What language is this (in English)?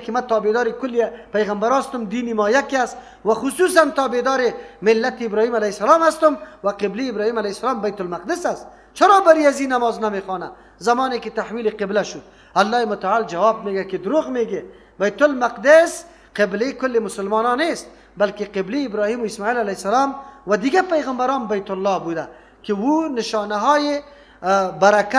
Persian